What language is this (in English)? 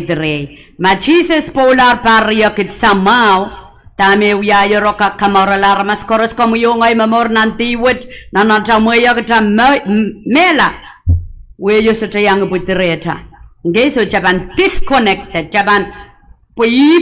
Pohnpeian